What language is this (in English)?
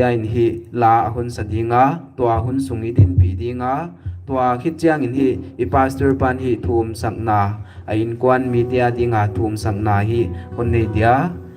Paite Chin